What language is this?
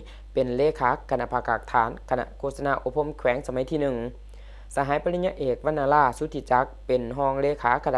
Lao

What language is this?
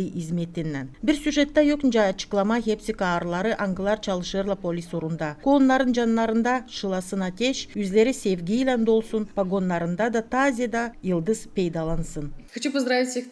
Gagauz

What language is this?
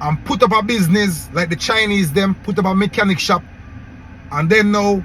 Jamaican Creole English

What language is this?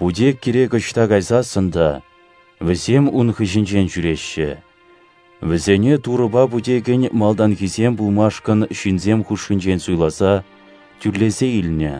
Chuvash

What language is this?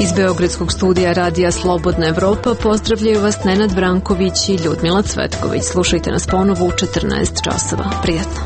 Serbian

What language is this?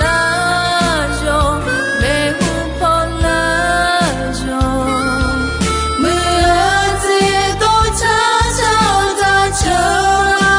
Akha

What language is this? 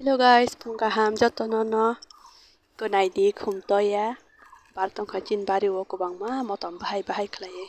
Kok Borok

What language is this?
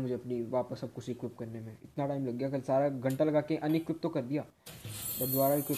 Hindi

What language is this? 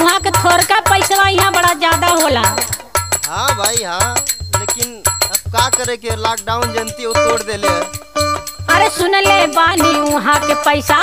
Bhojpuri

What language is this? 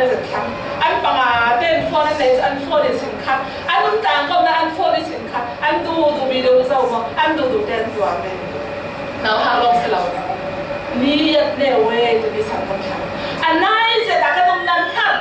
Falam Chin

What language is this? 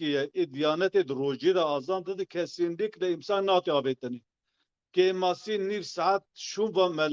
Kurdish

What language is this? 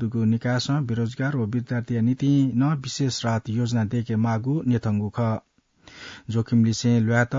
Newari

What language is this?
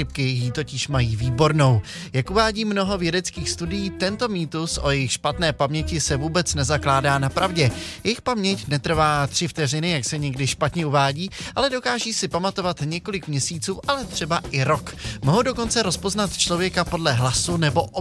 Czech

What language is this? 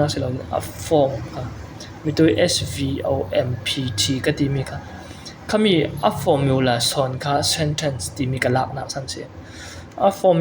Falam Chin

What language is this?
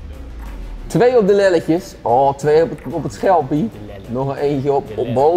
Dutch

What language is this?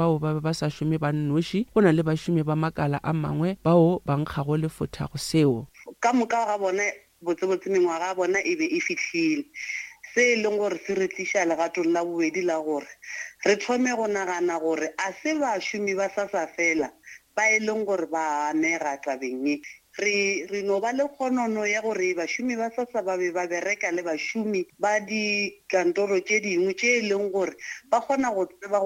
Northern Sotho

